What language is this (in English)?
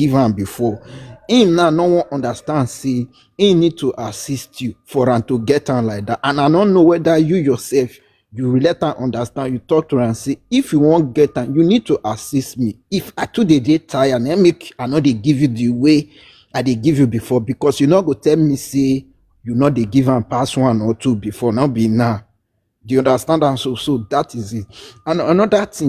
Nigerian Pidgin